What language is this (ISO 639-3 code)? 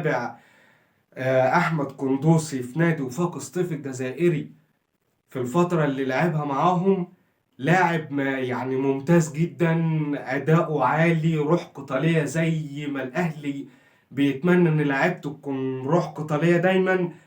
arz